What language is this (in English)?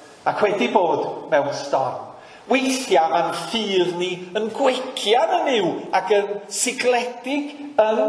Welsh